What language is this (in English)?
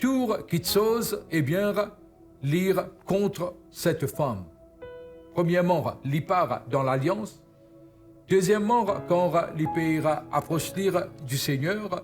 Morisyen